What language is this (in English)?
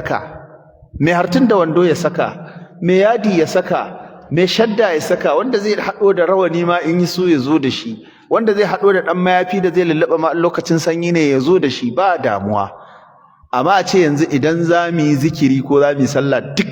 Hausa